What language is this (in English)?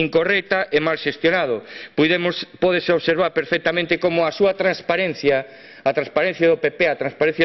Galician